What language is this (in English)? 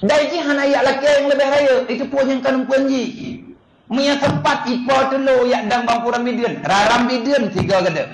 Achinese